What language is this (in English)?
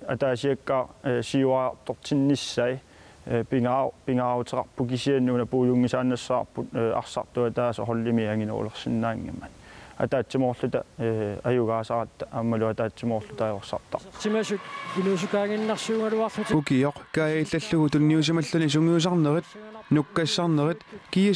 Kalaallisut